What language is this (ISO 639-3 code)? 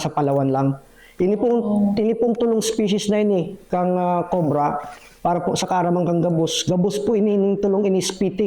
bik